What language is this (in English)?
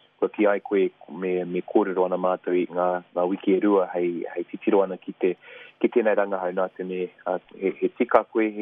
Māori